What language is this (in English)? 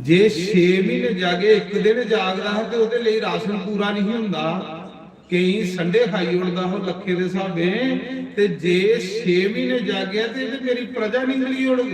Dogri